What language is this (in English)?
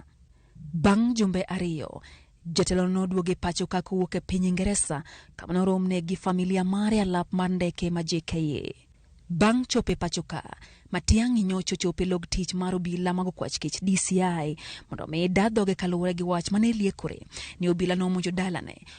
Luo (Kenya and Tanzania)